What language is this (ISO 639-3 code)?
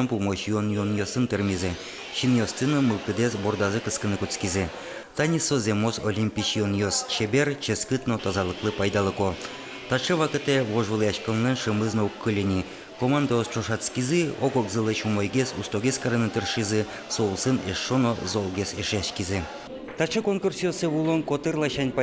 udm